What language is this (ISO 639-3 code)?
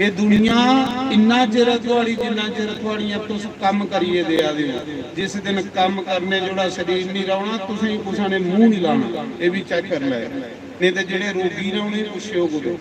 doi